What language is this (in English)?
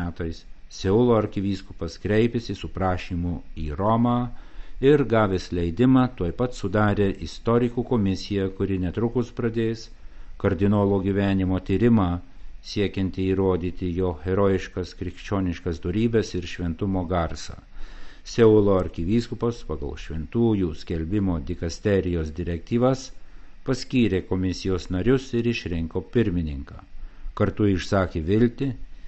Lithuanian